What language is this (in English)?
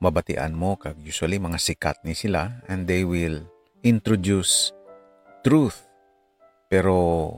Hiligaynon